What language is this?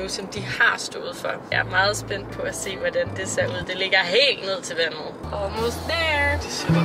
Danish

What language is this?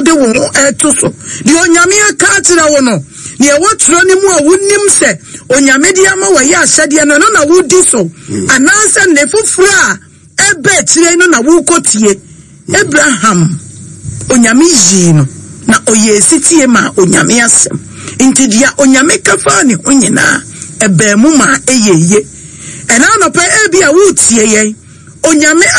Akan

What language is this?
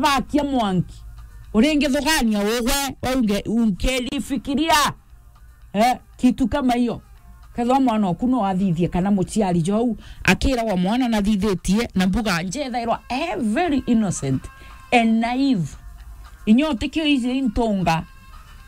Meru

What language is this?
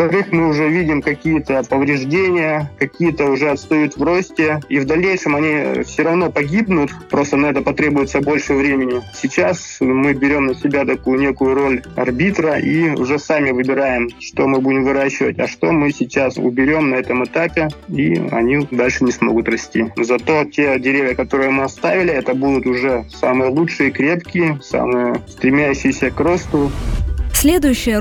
Russian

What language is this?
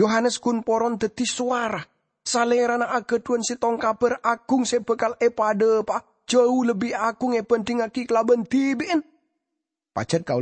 Madurese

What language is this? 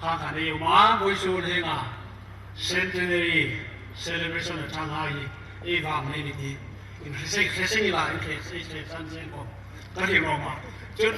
Hmar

